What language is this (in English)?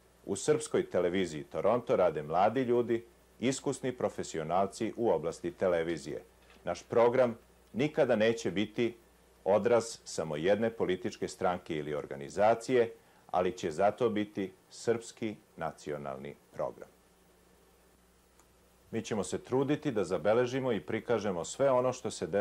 Serbian